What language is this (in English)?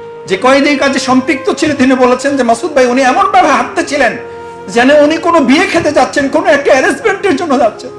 Bangla